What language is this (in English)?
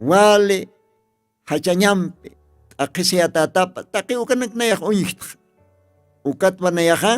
Aymara